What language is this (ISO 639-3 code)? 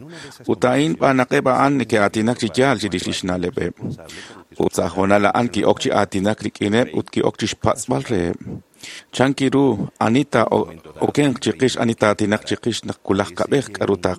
kek